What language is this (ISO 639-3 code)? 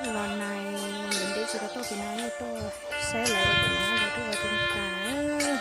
hmn